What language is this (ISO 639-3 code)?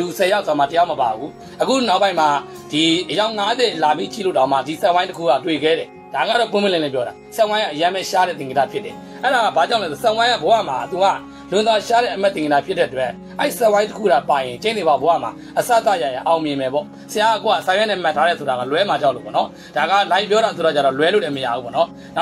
mya